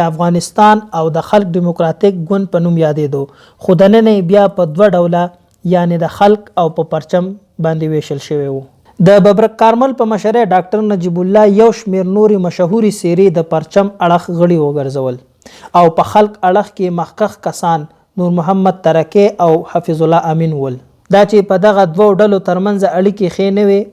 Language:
Pashto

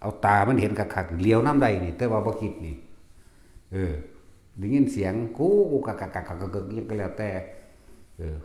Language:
Northeastern Thai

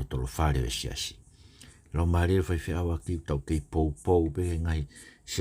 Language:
Tongan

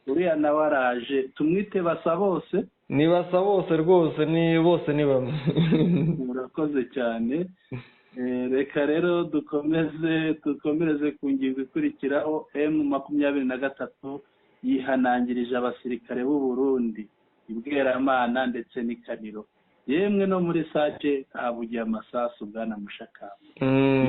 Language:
Kinyarwanda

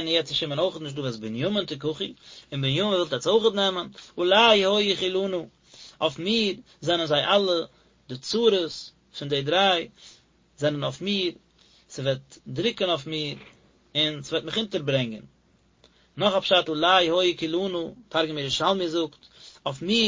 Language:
Yiddish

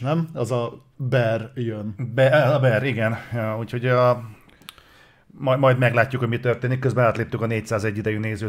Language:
Hungarian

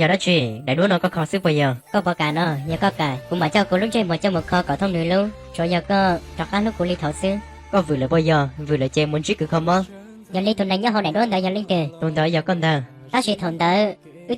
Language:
Hmong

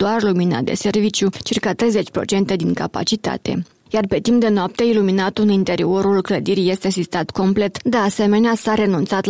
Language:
Romanian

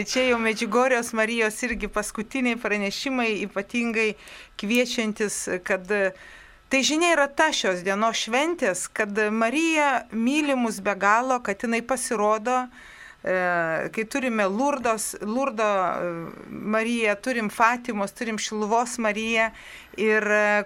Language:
Lithuanian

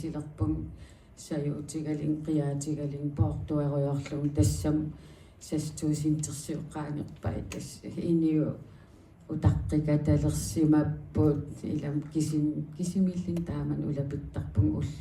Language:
Kalaallisut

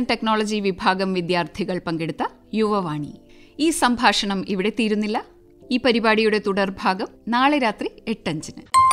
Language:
Malayalam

